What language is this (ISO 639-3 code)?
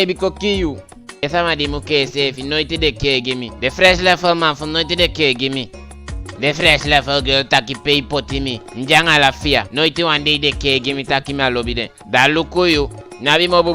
djk